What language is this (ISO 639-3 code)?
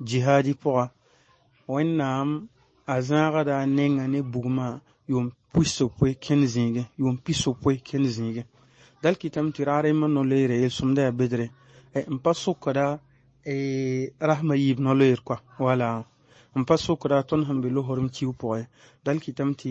mos